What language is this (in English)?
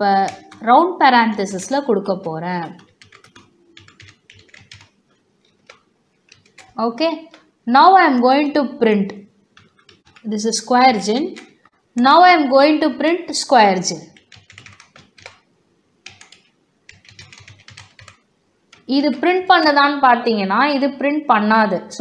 Tamil